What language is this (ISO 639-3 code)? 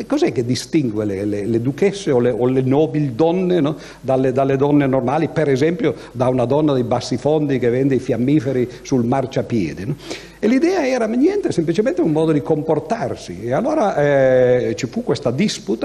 ita